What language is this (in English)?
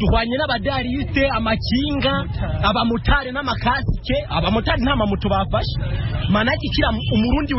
Rundi